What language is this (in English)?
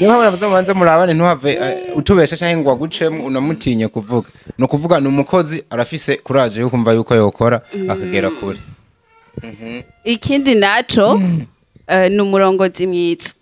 Rundi